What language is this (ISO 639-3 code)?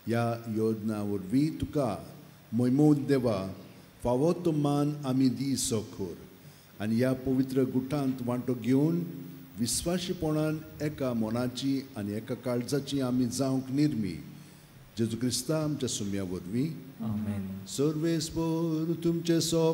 kok